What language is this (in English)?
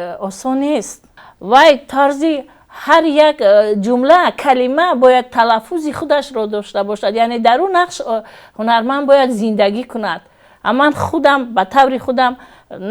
Tajik